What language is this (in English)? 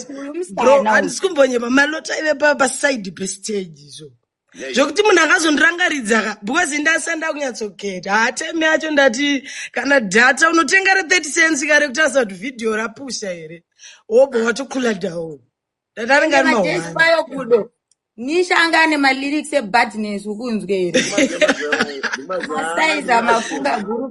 Shona